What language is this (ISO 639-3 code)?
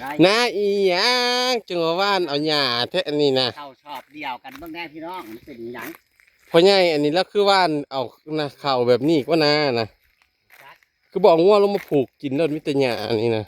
tts